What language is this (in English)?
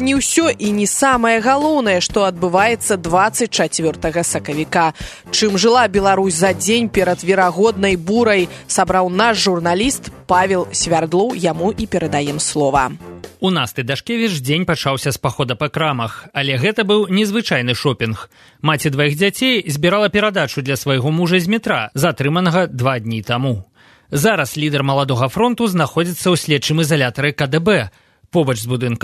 Belarusian